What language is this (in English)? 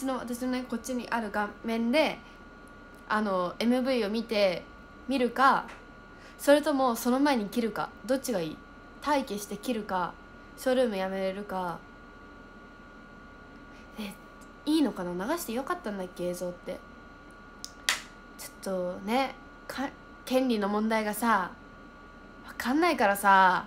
Japanese